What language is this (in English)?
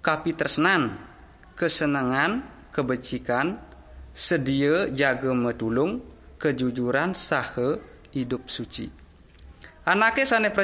Balinese